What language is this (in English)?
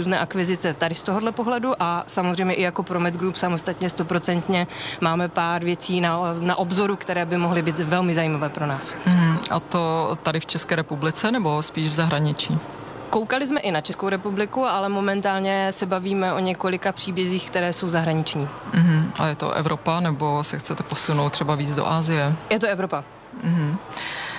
Czech